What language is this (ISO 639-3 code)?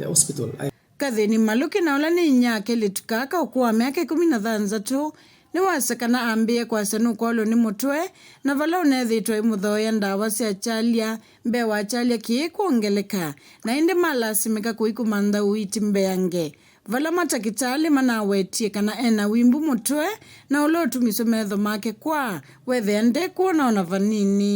kam